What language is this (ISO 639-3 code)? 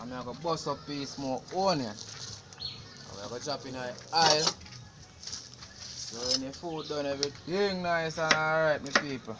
jam